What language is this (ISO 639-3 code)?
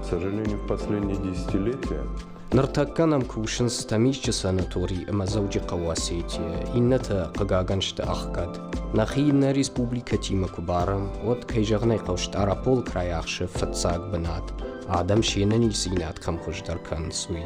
oss